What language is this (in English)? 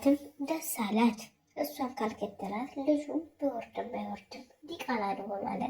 Amharic